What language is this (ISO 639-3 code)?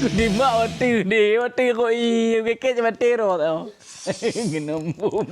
ace